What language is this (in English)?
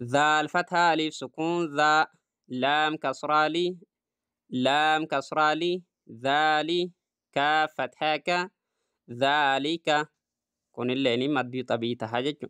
Oromo